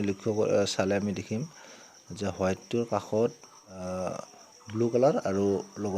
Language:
Assamese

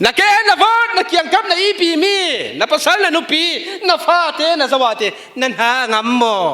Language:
Falam Chin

